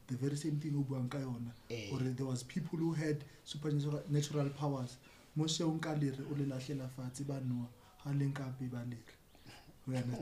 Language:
Southern Sotho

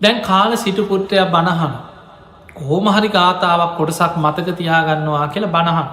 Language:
Sinhala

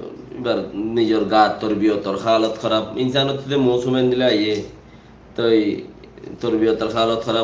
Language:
Rohingya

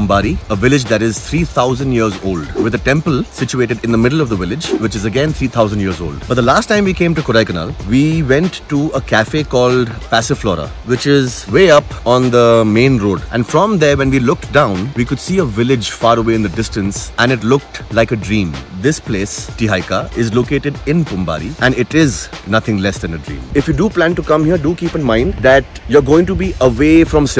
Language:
English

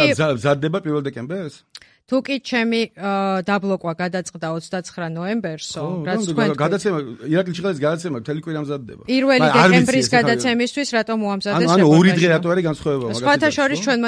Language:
Georgian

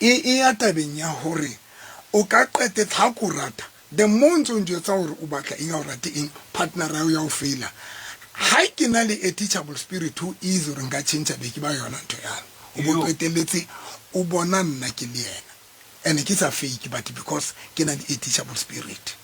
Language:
Southern Sotho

